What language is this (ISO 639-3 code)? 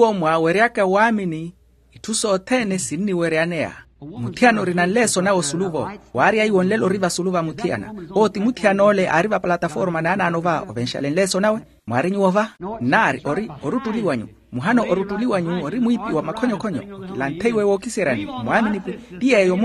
vmw